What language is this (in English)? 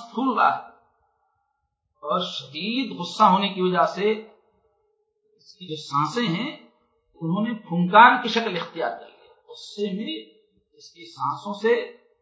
Urdu